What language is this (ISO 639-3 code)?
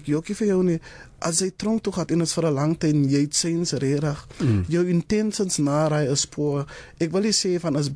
afr